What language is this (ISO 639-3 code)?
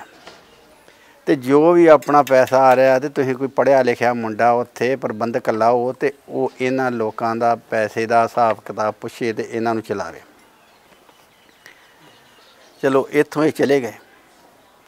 pan